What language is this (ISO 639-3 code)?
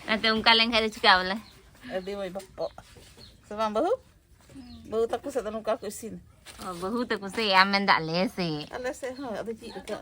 sat